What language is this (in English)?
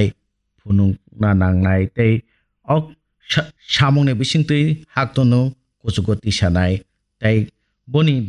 Kok Borok